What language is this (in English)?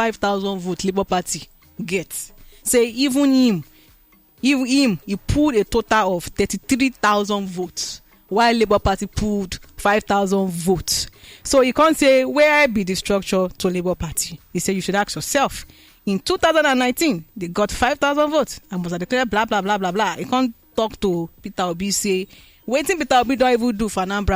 Nigerian Pidgin